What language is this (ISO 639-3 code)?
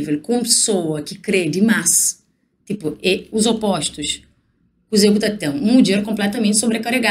kea